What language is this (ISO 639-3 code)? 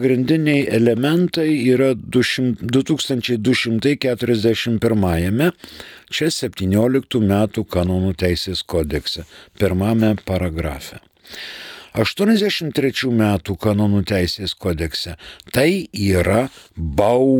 lit